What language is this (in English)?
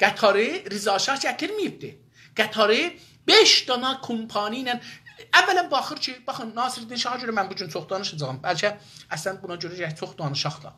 South Azerbaijani